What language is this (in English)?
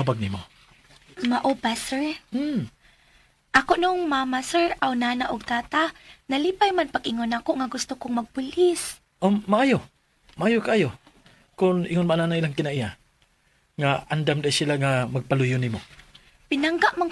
Cebuano